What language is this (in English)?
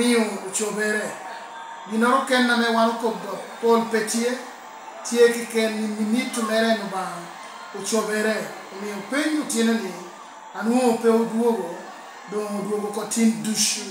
Lango (Uganda)